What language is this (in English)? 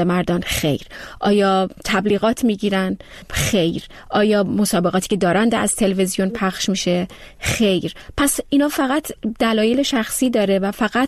Persian